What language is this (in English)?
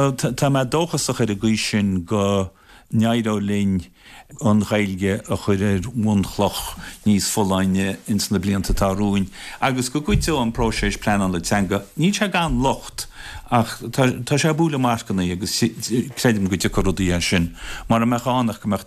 Irish